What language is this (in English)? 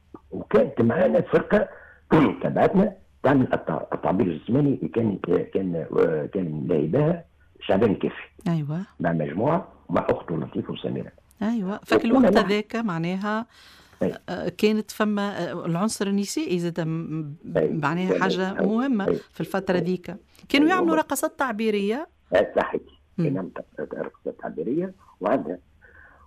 Tunisian Arabic